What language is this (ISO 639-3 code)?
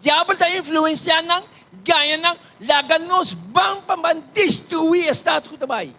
pap